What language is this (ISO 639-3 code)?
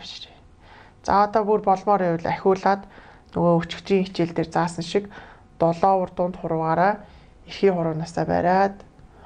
mon